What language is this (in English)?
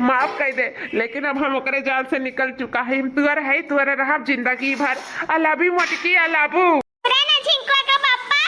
Awadhi